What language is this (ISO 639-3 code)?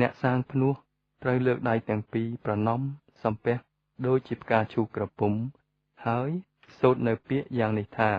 khm